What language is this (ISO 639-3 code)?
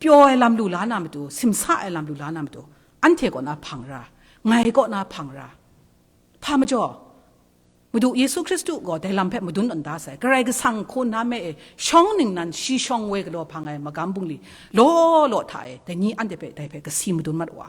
kac